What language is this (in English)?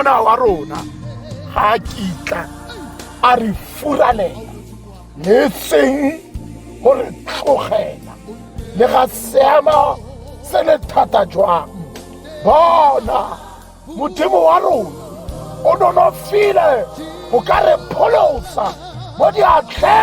Tswana